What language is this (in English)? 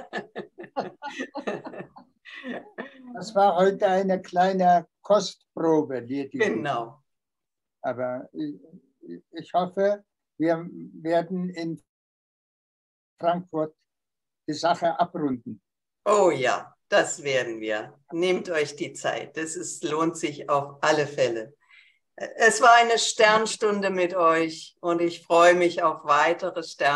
German